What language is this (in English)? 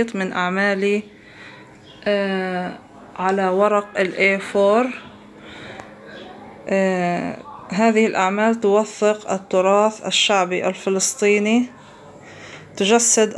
Arabic